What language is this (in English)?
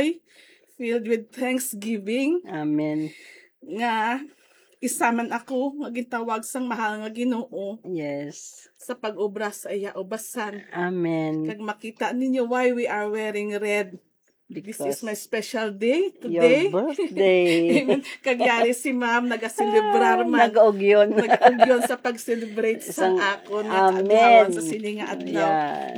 Hiligaynon